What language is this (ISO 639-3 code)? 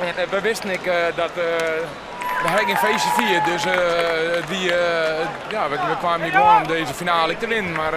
fry